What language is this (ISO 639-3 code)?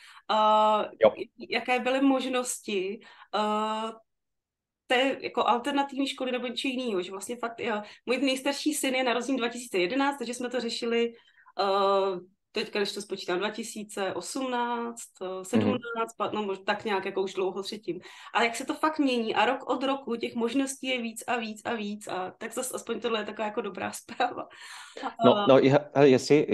ces